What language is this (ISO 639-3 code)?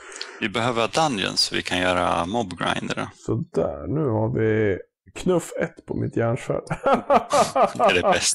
swe